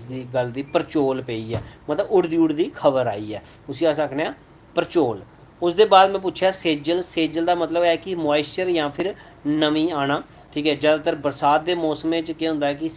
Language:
Dogri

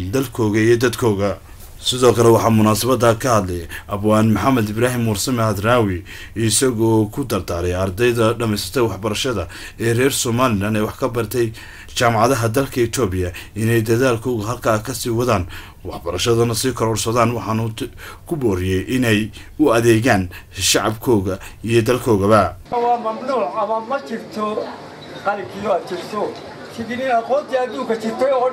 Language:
Somali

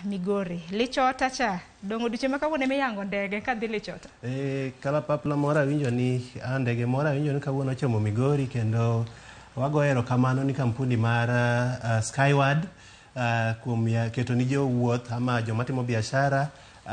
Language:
Luo (Kenya and Tanzania)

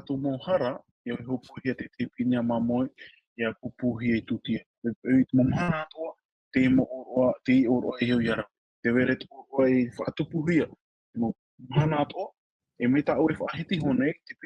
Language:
Tahitian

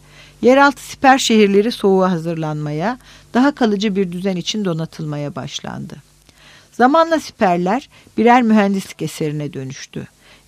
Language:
Turkish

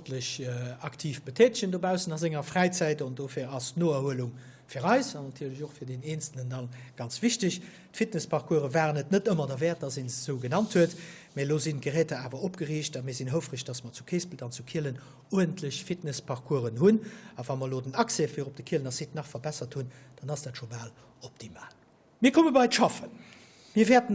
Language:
Luxembourgish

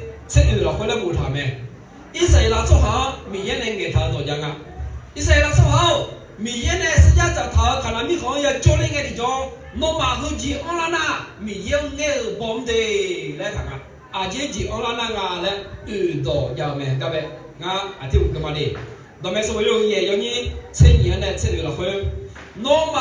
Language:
Akha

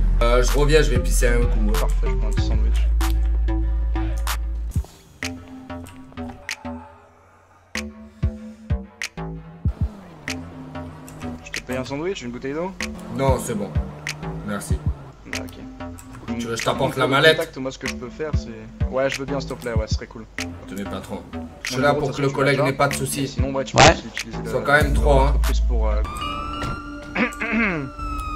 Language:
French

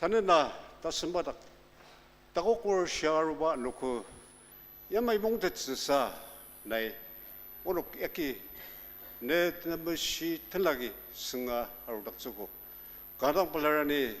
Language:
Ao Naga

